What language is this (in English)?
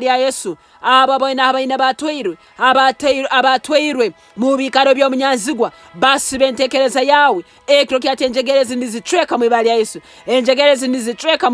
Nyankole